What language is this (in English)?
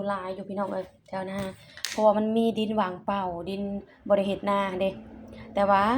Lao